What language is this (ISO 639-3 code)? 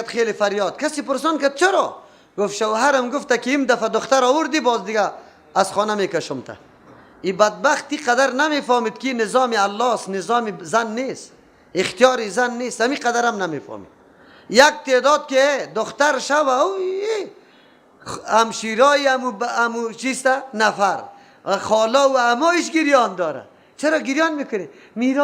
fas